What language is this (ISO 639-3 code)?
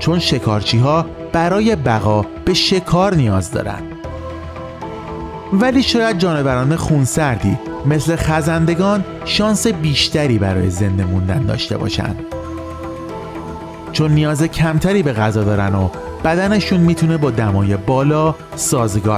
fas